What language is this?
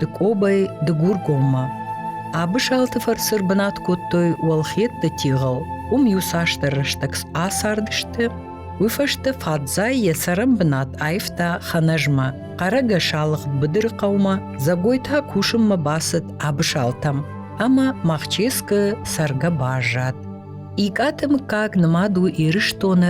Ossetic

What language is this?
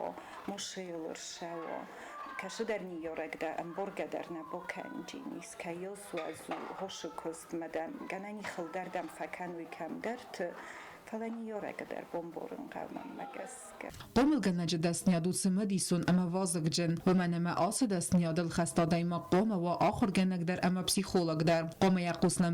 Ossetic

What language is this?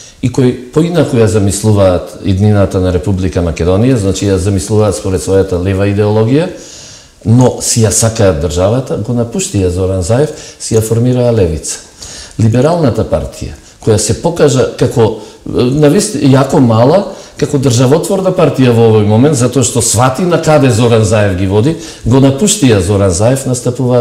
Macedonian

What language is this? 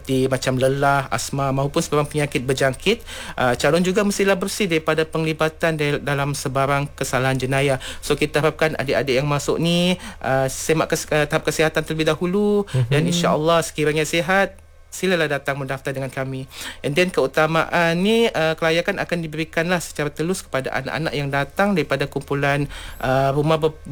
Malay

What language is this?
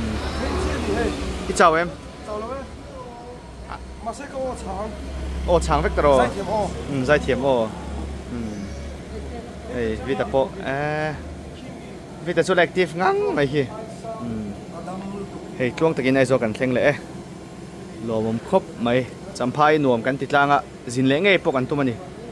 Mizo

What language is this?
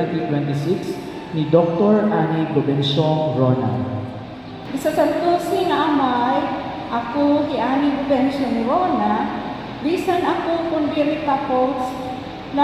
Waray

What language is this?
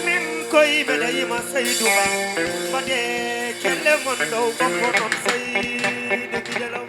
Fula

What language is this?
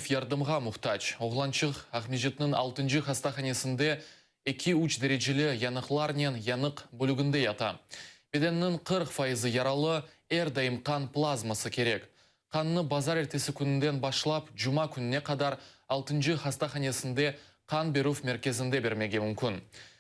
Crimean Tatar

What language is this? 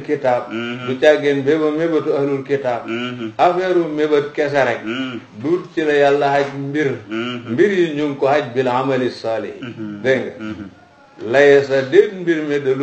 Wolof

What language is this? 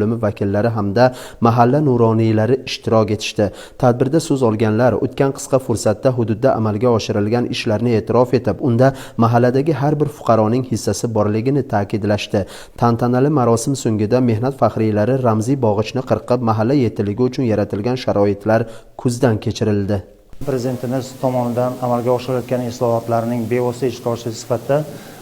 Uzbek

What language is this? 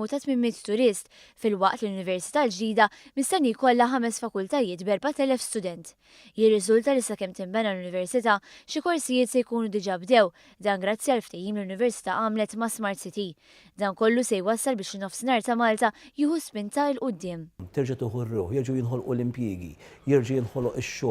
Maltese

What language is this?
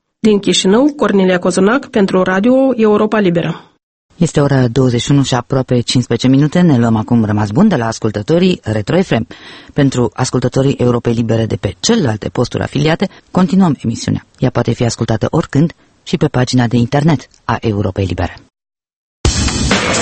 Romanian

